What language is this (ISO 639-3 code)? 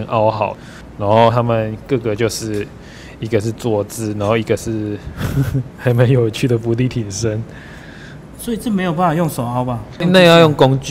zho